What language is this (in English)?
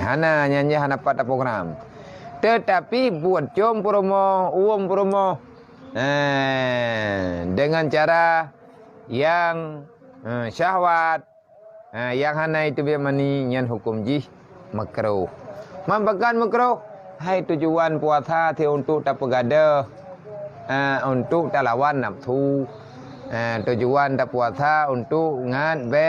Achinese